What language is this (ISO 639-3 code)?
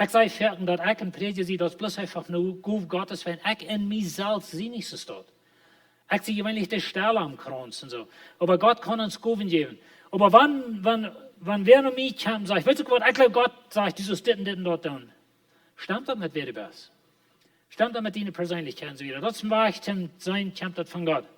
pdt